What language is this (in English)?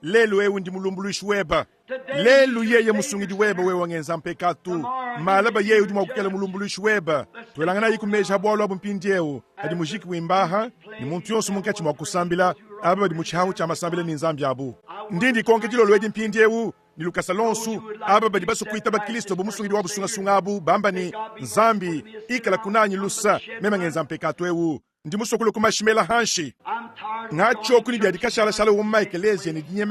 Luba-Lulua